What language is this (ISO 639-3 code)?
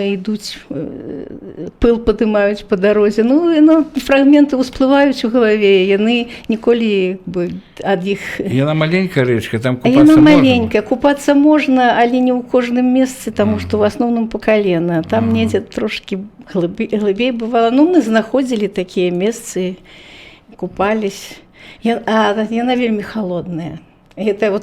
bel